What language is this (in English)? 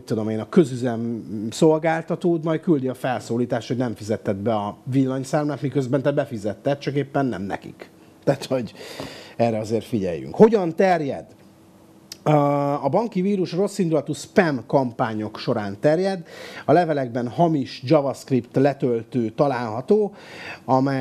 Hungarian